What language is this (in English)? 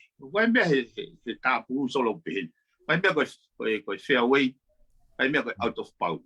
Tongan